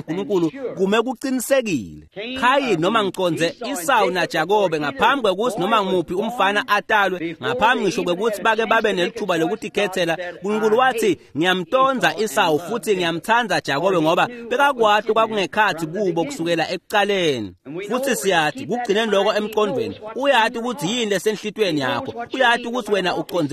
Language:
Swati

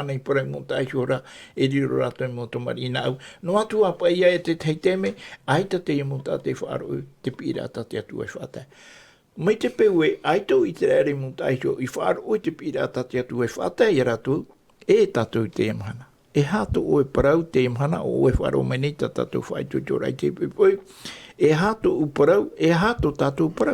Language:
Tahitian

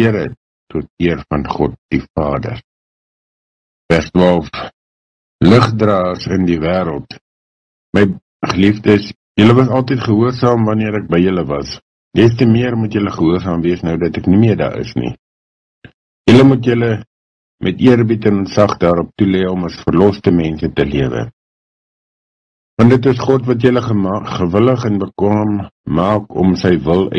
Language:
Afrikaans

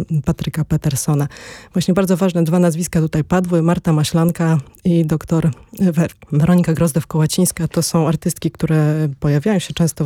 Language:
Polish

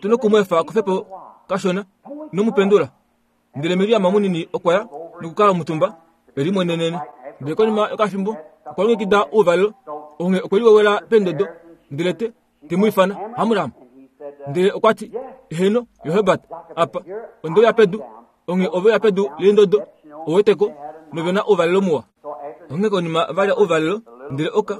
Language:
Kuanyama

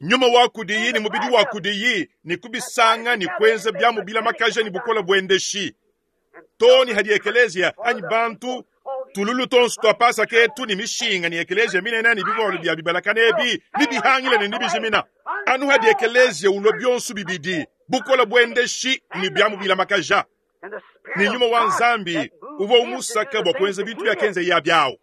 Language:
Luba-Lulua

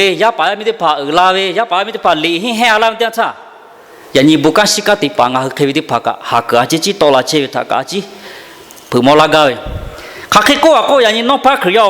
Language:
Lahu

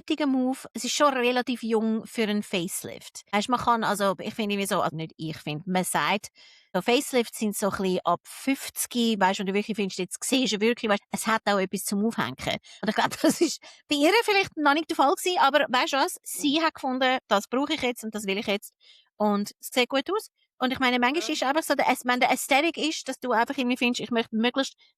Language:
Swiss German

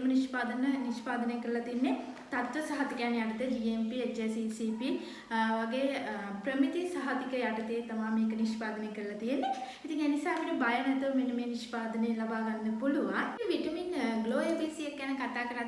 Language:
Sinhala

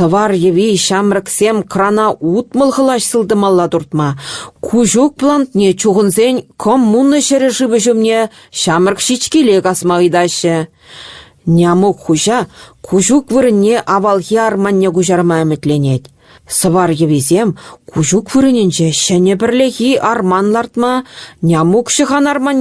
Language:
Chuvash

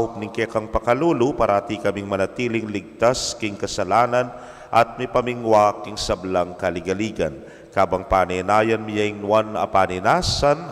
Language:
Pampanga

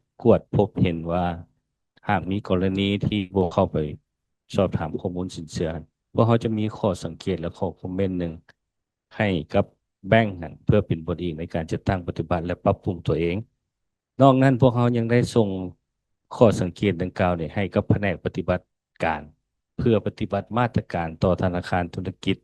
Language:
Lao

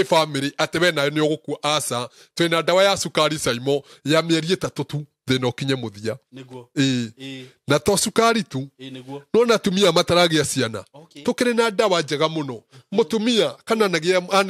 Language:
Kikuyu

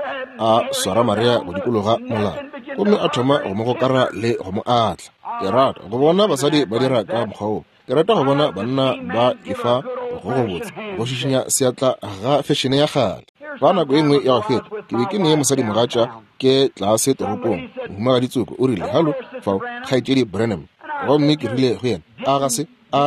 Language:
Northern Sotho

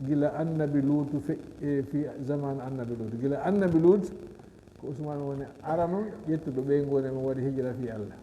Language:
Fula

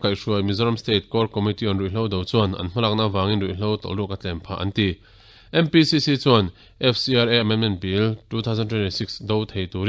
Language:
Mizo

